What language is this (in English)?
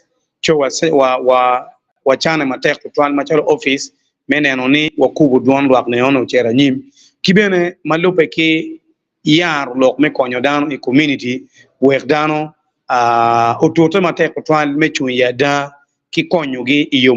Acoli